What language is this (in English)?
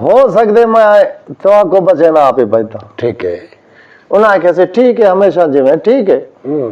Saraiki